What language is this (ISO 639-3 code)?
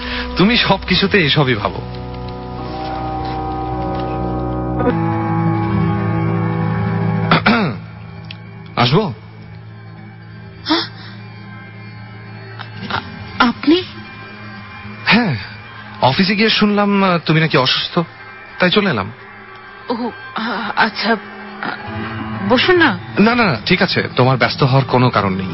ben